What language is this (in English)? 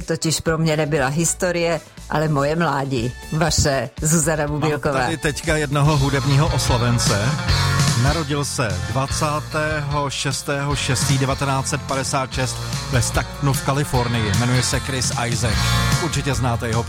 Czech